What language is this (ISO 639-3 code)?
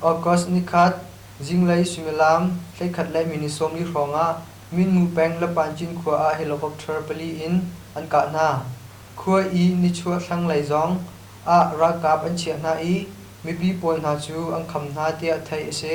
cnh